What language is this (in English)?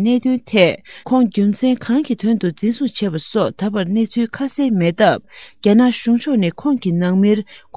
Tibetan